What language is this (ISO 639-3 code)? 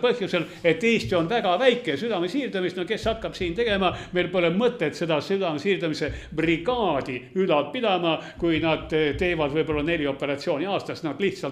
est